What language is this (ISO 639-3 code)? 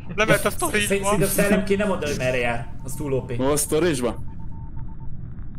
hun